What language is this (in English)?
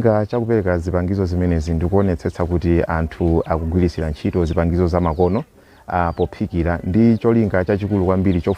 Nyanja